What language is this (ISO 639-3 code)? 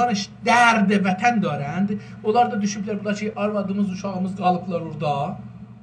azb